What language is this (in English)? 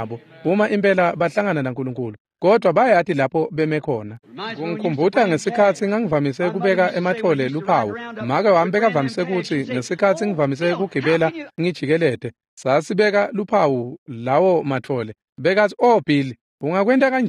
Swati